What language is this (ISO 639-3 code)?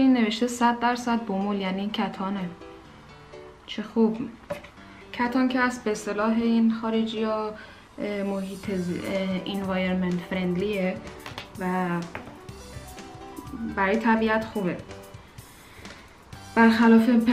fas